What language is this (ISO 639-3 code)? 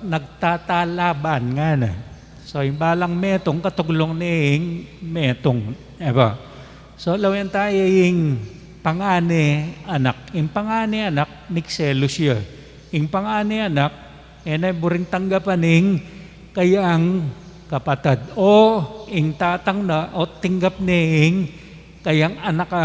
pam